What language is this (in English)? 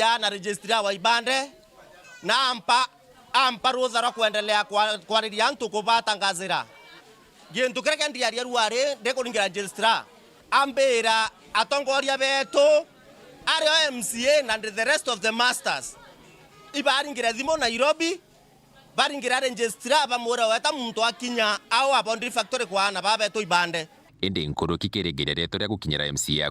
Meru